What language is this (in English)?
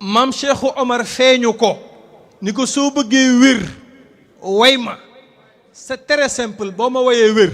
Wolof